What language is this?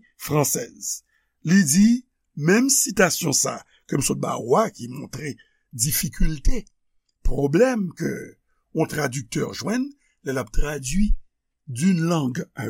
Haitian Creole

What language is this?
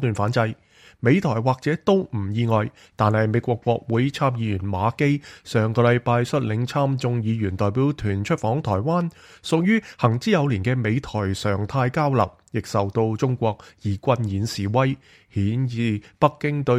Cantonese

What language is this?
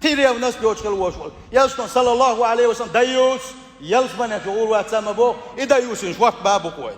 Chechen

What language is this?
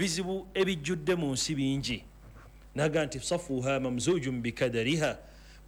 Ganda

